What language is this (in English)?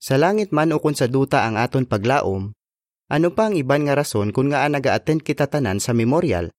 Hiligaynon